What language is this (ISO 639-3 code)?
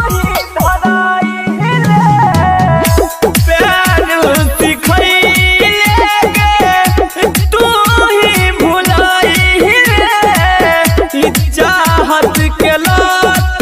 mai